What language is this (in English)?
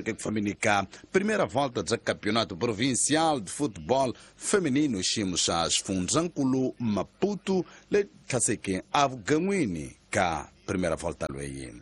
Tsonga